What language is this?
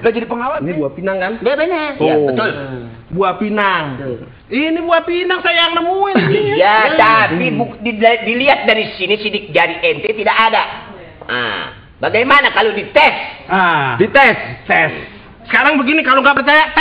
Betawi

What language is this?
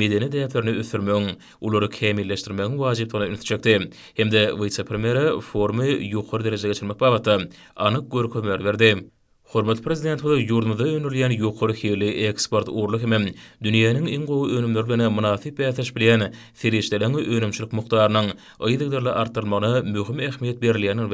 Turkmen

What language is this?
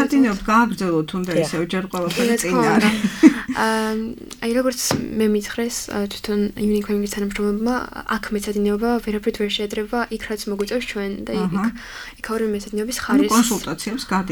Georgian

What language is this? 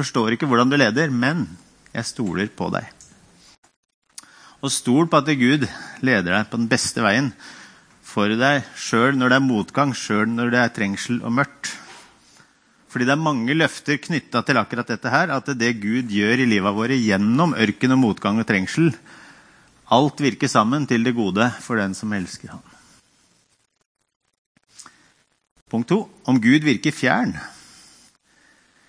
Norwegian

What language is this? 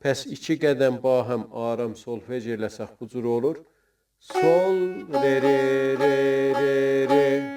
South Azerbaijani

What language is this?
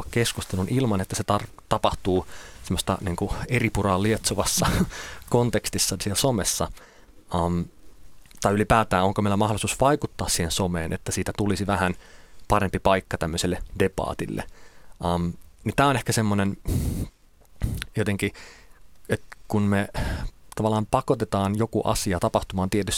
Finnish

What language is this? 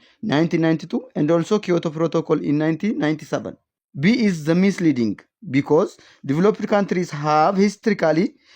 English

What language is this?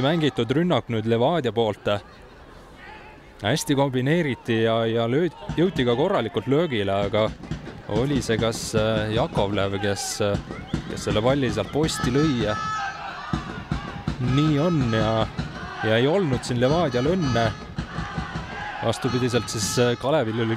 Estonian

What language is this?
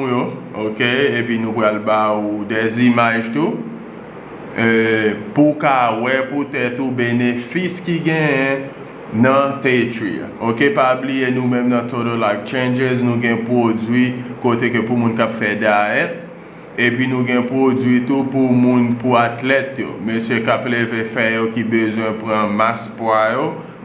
Haitian Creole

